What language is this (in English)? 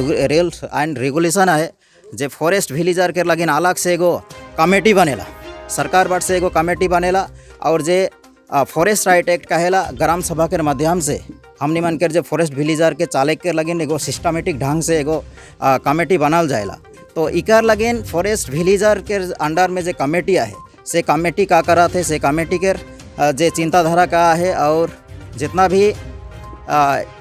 Sadri